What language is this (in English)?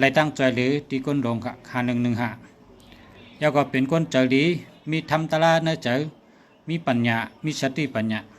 Shan